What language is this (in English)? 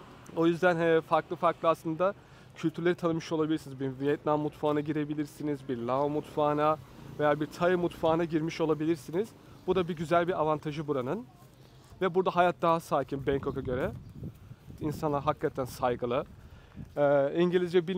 Turkish